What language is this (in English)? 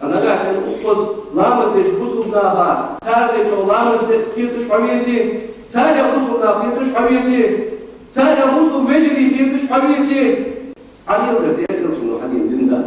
Ingush